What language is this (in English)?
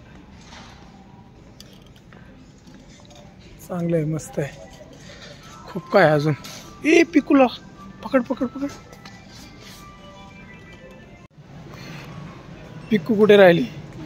Marathi